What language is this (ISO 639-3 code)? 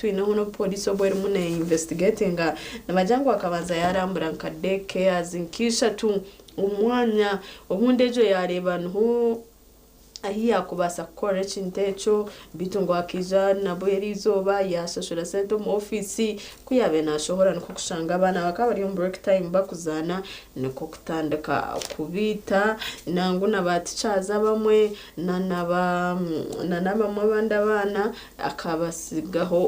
nyn